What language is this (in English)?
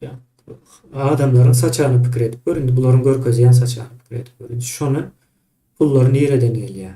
Turkmen